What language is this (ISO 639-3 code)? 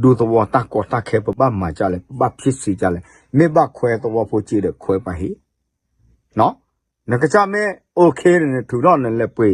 ksw